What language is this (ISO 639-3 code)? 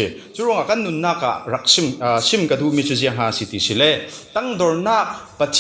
cfm